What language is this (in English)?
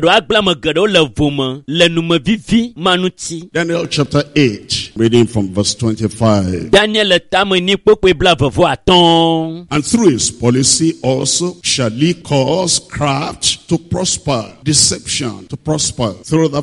Ewe